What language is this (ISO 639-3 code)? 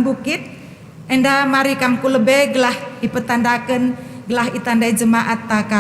btx